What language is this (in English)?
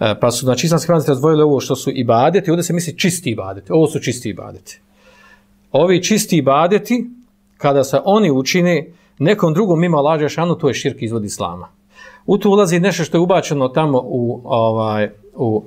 Bosnian